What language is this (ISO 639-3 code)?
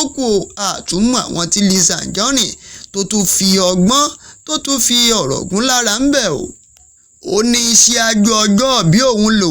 yor